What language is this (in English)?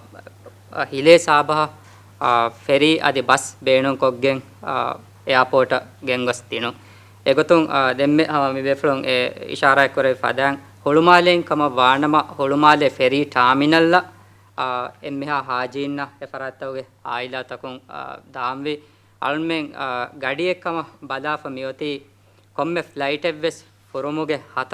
Divehi